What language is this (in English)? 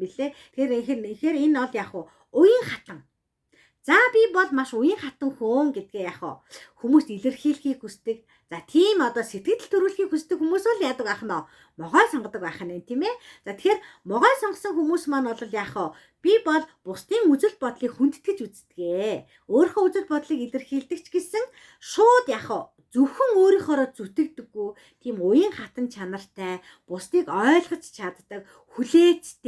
Mongolian